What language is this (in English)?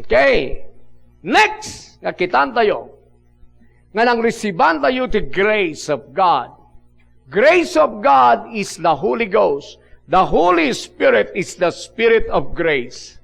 Iloko